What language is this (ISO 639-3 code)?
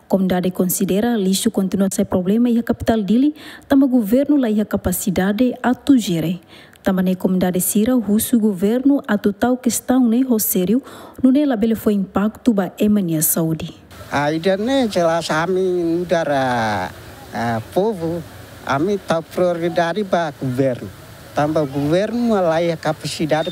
tet